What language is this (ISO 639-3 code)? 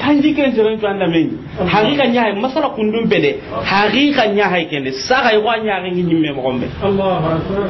snk